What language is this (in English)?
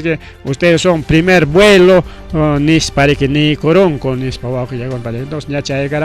Ayacucho Quechua